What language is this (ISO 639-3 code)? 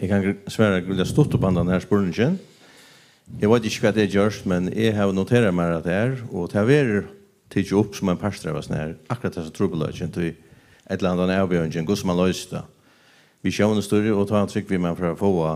fao